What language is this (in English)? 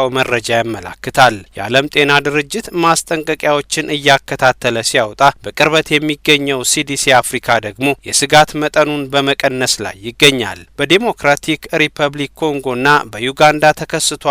Amharic